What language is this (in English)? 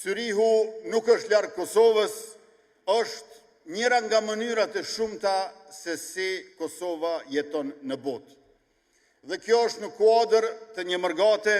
Albanian